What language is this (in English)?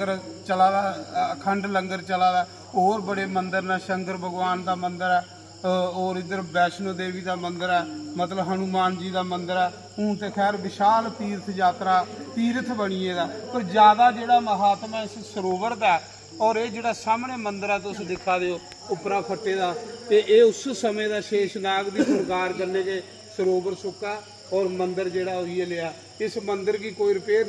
Dogri